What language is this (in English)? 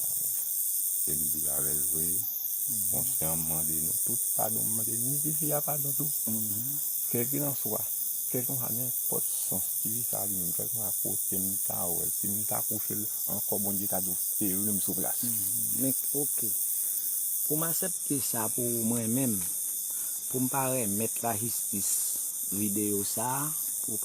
Haitian Creole